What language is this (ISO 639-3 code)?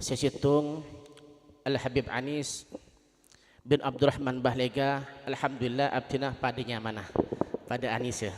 mad